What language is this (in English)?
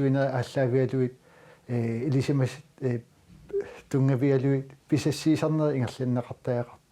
Kalaallisut